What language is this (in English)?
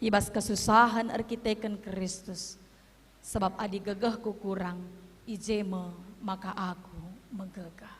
Batak Karo